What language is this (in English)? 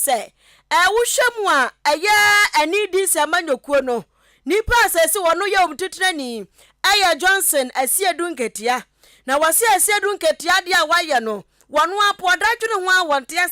Akan